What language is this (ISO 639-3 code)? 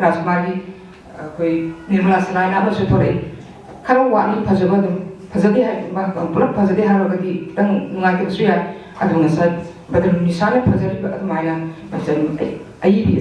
mni